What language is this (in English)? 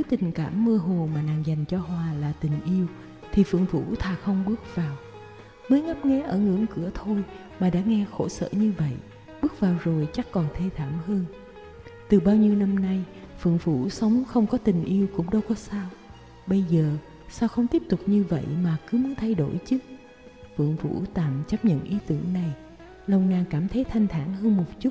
Vietnamese